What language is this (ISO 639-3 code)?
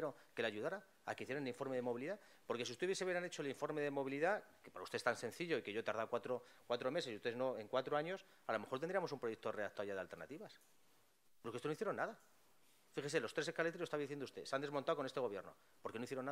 spa